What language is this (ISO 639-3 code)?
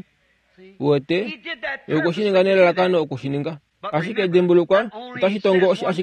kua